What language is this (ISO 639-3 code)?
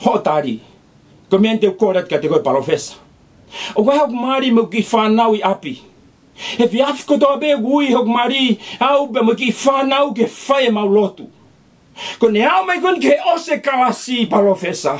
ton